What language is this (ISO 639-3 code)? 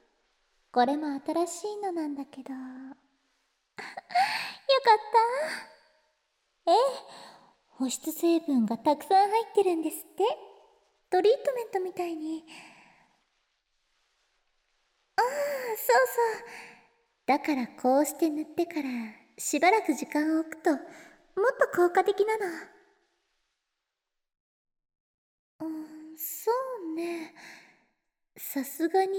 jpn